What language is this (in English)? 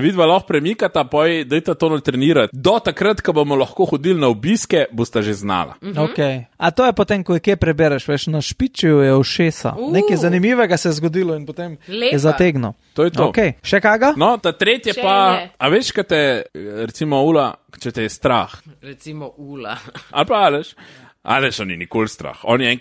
Slovenian